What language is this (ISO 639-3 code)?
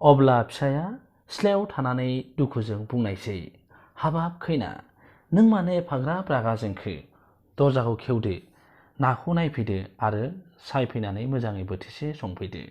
brx